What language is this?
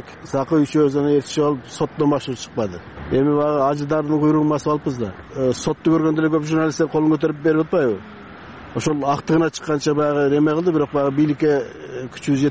Kyrgyz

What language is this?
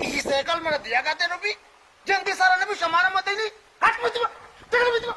Baluchi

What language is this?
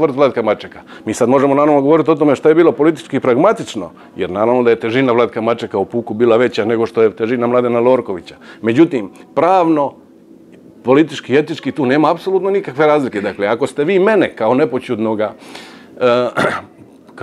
Croatian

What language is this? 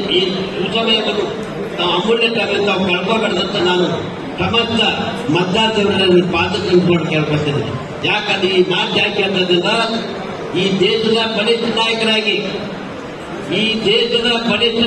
Kannada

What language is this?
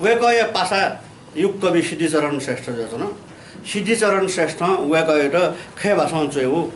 Newari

